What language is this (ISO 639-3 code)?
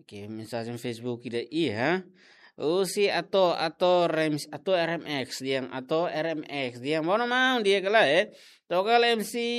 tet